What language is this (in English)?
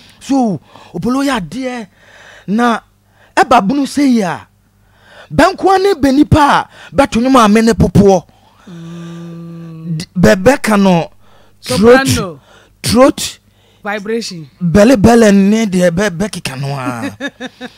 Akan